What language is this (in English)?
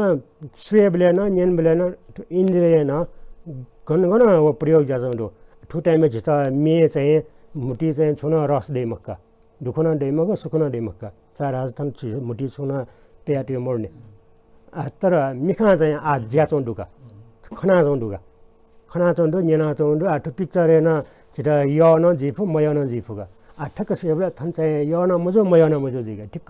Newari